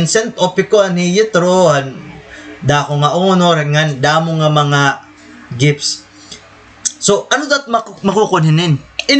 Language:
Waray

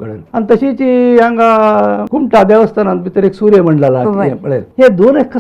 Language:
Konkani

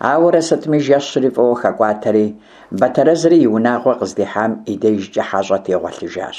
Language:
Kabardian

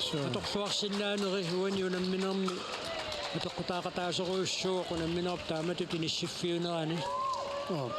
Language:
Kalaallisut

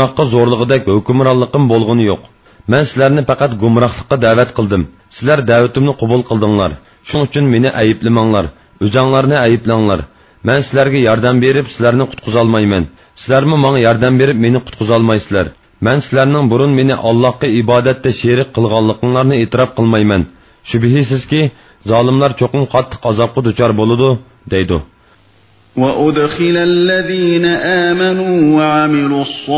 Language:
Uyghur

